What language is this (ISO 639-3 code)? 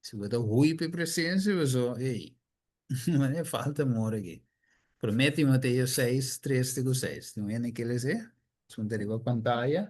pap